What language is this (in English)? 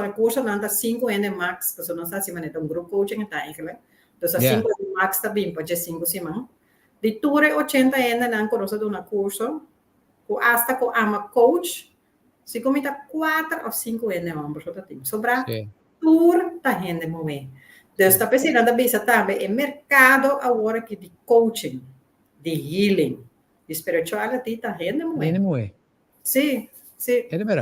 Papiamento